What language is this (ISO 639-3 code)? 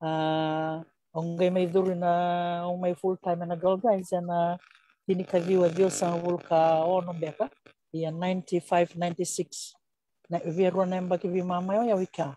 fij